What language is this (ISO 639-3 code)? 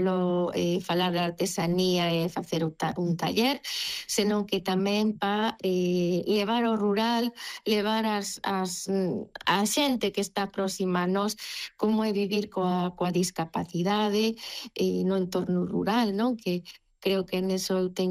glg